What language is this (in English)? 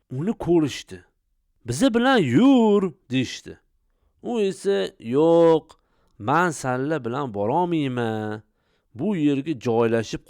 Uzbek